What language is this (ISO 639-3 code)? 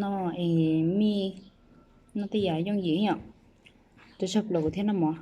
hmn